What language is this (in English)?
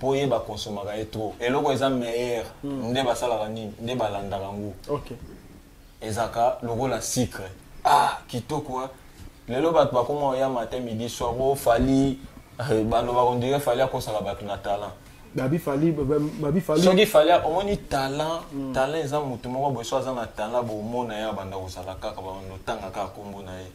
Lingala